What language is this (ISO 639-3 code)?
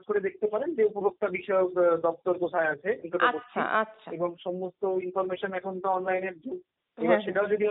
ben